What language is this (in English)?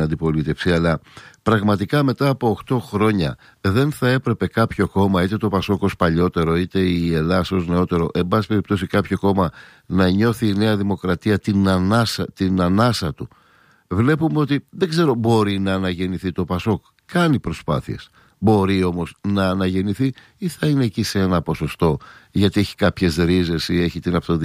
Greek